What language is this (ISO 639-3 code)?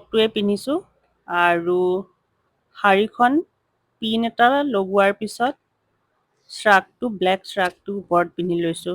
asm